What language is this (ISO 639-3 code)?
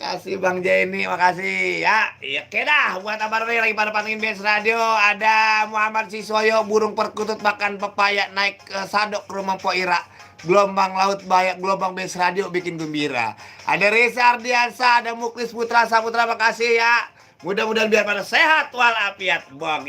bew